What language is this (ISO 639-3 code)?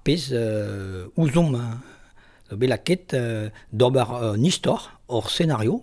bre